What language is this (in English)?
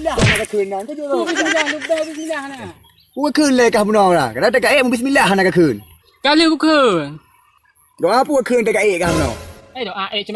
Achinese